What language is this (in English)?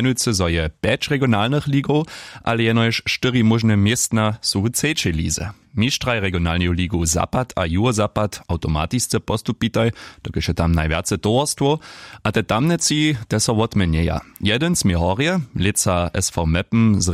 Upper Sorbian